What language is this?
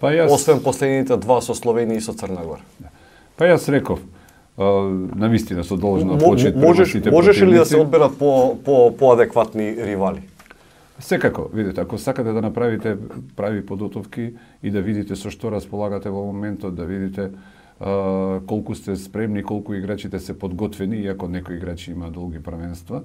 Macedonian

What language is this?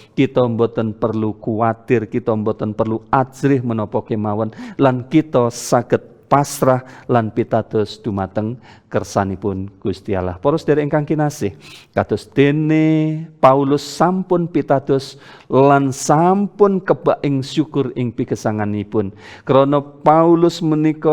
Javanese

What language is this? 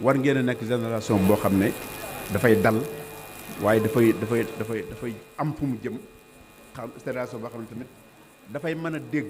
Wolof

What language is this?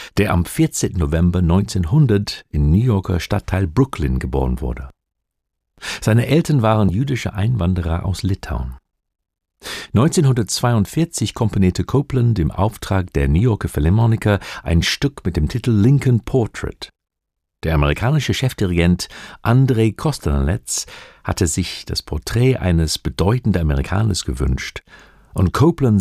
German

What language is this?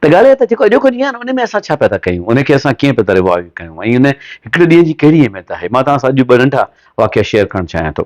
Sindhi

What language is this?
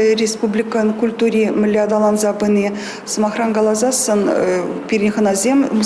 Chuvash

